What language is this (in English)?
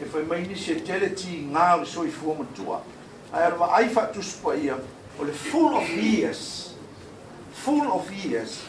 Samoan